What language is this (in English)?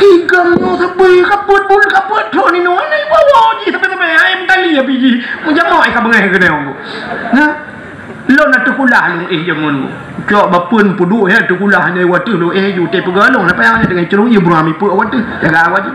Achinese